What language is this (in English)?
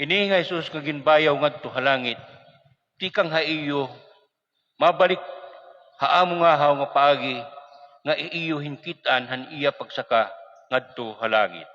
Waray